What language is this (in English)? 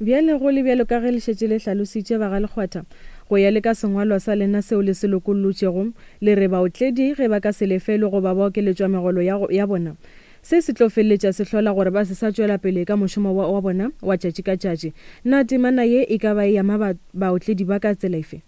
Northern Sotho